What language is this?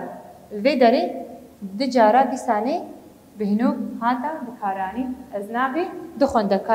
Kurdish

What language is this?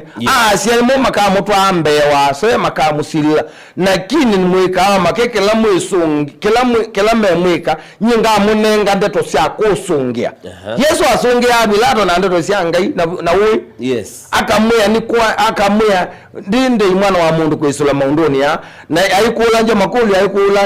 Kamba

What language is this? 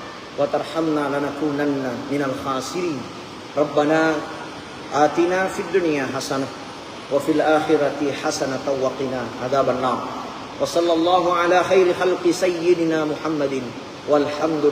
Buginese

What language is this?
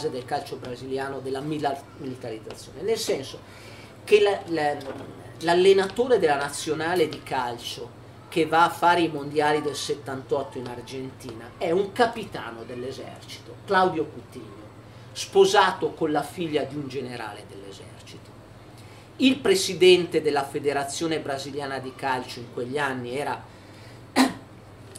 Italian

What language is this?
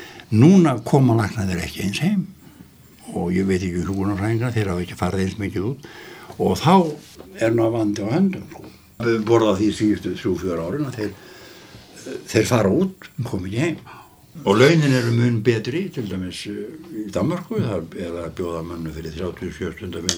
Icelandic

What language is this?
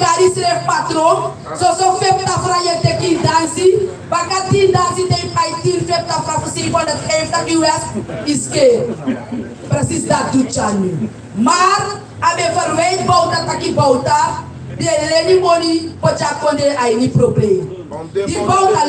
Sranan Tongo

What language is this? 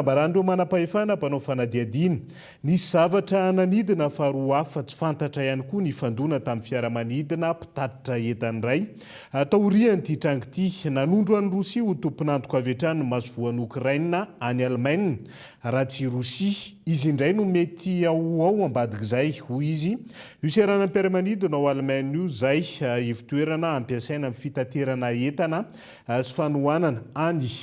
Malagasy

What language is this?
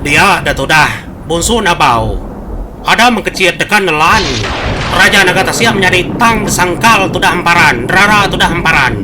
Iban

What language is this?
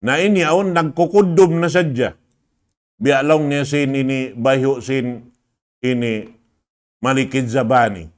Tausug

